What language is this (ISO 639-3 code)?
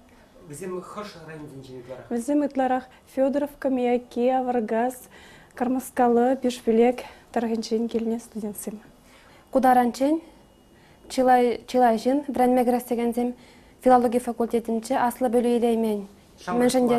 chv